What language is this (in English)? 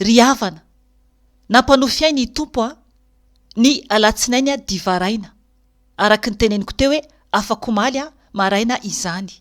Malagasy